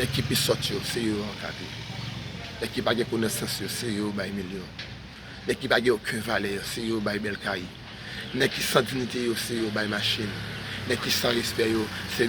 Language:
Haitian Creole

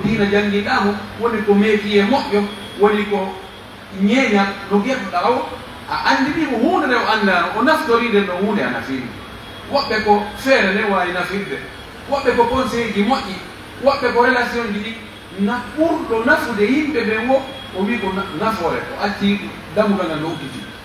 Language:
Pular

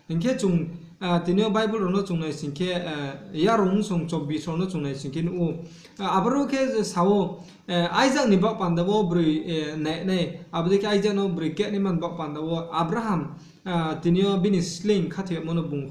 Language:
Riang (India)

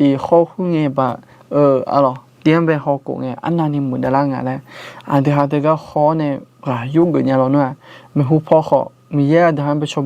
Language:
Akha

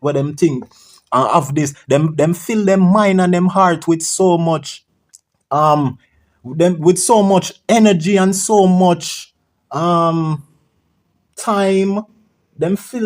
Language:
Jamaican Creole English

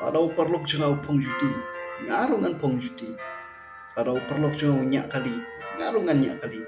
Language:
Khasi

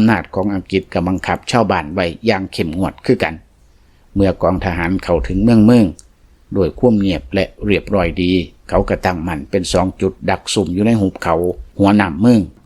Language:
Lao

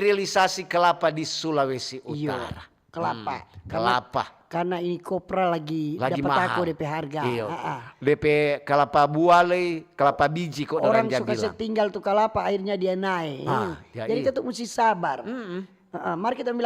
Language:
Manado Malay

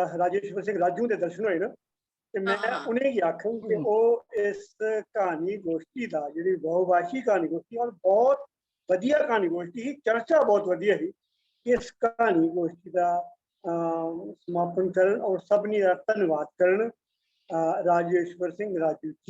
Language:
Dogri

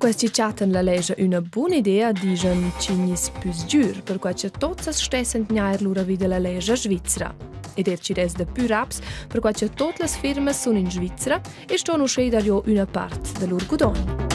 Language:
Romansh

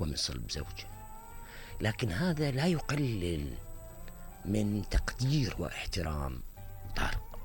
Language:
Mesopotamian Arabic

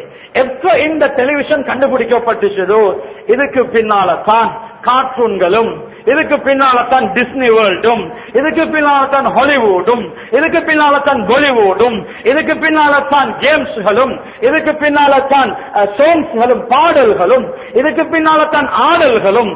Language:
Tamil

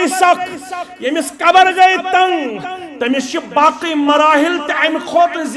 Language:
Kashmiri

